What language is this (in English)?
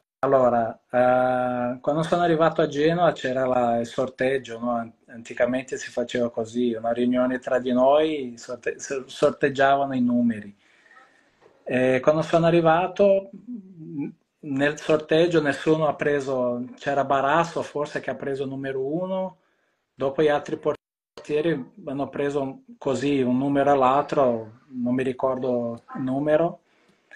Italian